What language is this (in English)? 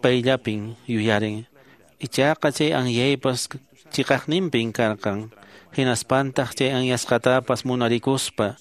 Quechua